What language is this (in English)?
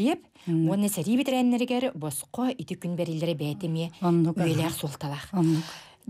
Yakut